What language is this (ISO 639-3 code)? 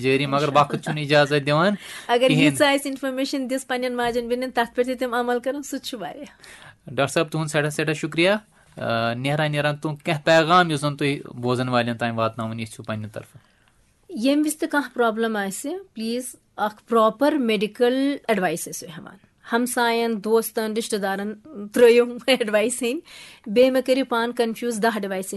kas